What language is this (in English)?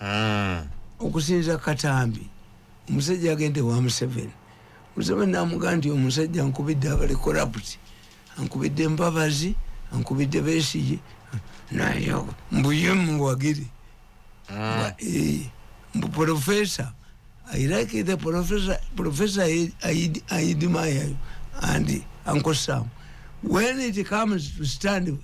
Ganda